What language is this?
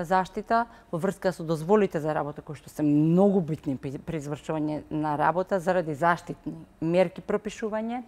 Macedonian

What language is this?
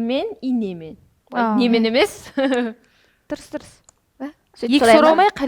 Kara-Kalpak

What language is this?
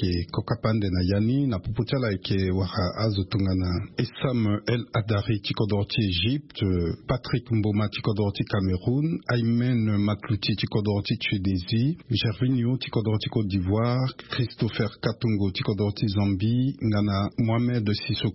Sango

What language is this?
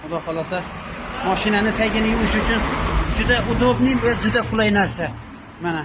Uzbek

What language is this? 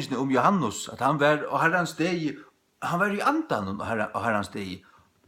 Faroese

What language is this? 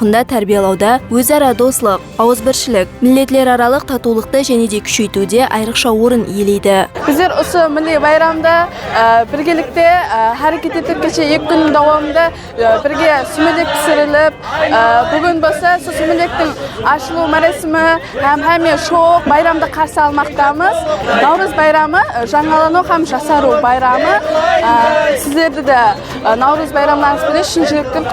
Kara-Kalpak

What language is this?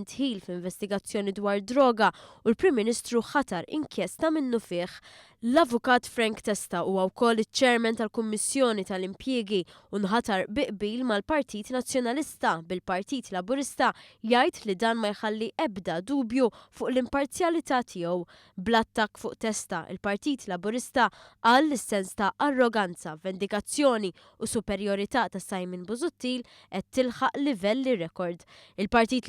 Maltese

